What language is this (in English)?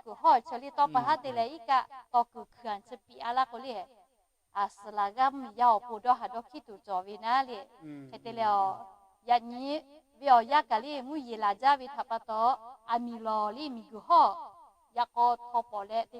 Lahu